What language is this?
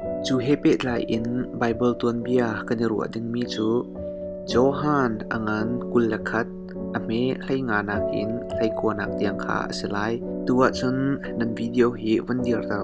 Hakha Chin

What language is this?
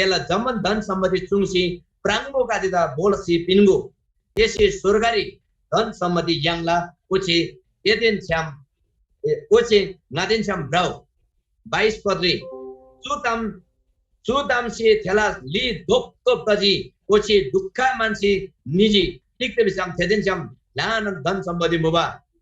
Eastern Tamang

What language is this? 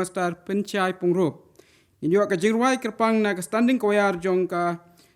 Khasi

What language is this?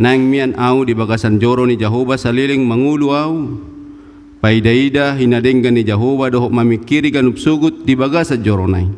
Batak Toba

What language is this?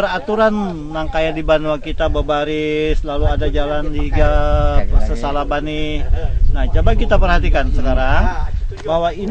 Banjar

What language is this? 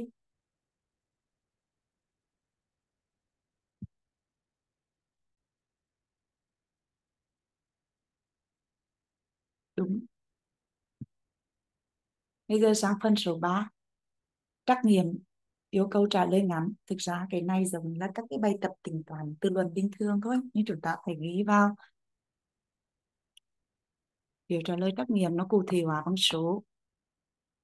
Vietnamese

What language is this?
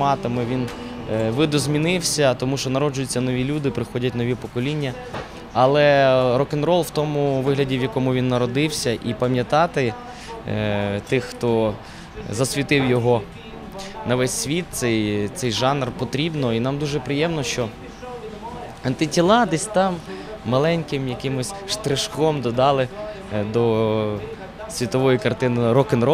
Ukrainian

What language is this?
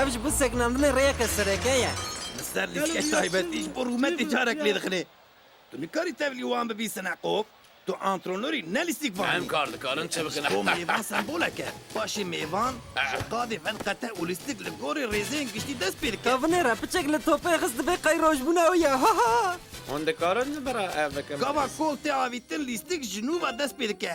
Kurdish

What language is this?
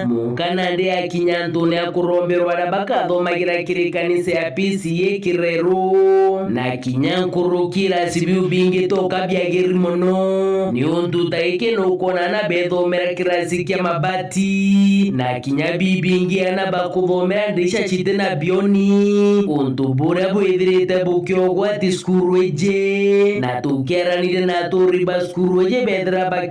Meru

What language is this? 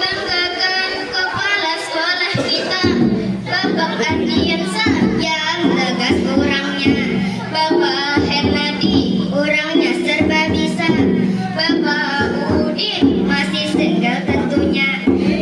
Banjar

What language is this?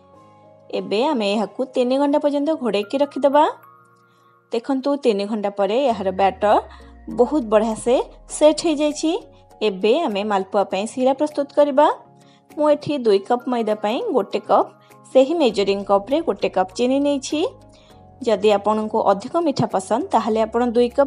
Odia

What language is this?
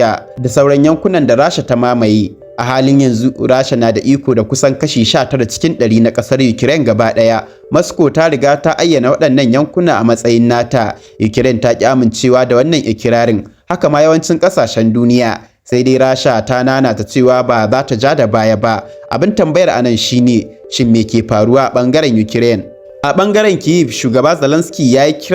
Hausa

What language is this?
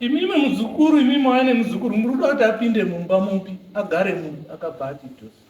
Shona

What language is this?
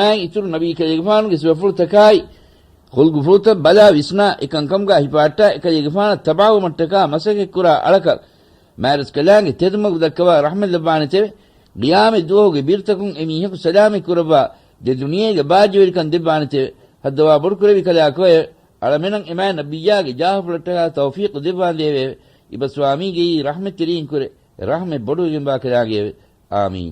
Divehi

